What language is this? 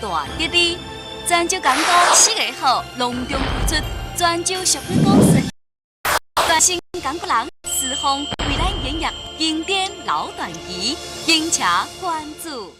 Min Nan Chinese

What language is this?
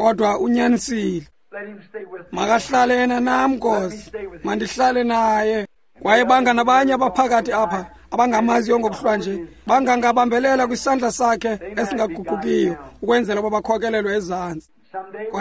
Xhosa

